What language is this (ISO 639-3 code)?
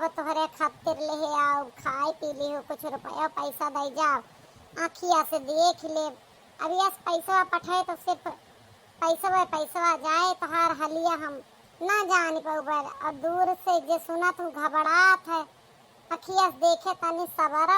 awa